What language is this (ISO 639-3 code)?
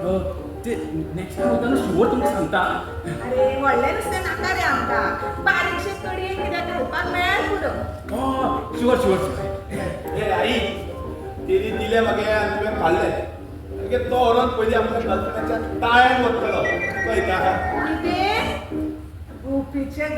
kok